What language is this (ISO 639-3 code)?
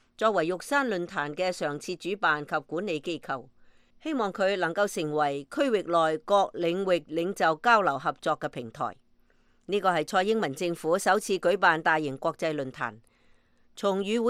yue